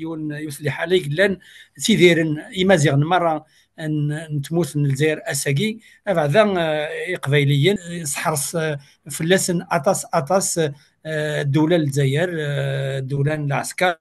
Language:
Kabyle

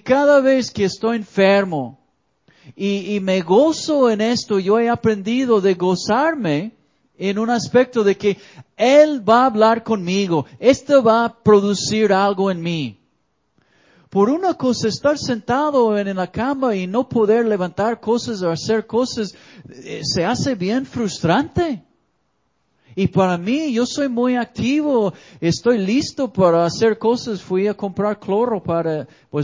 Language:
Spanish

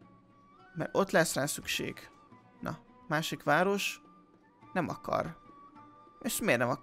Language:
Hungarian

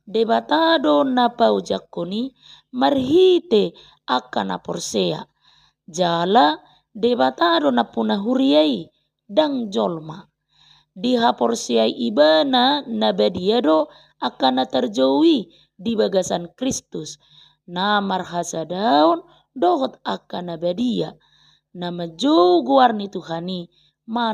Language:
Batak Toba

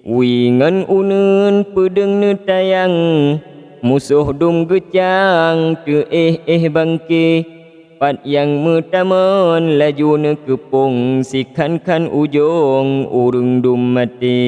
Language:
Achinese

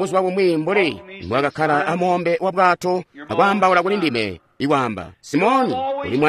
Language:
Tonga (Zambia)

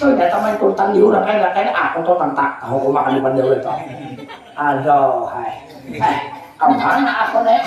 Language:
Banjar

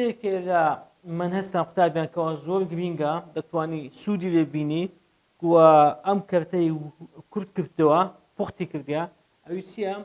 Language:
Central Kurdish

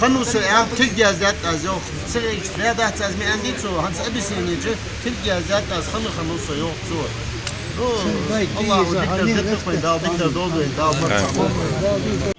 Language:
Ingush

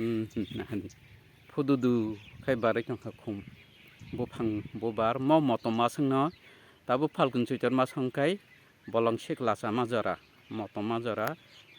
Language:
Kok Borok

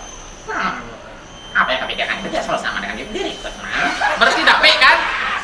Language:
Minangkabau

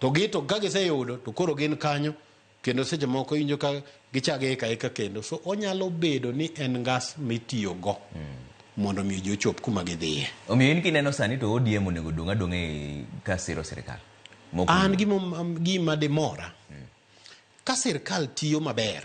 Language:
Luo (Kenya and Tanzania)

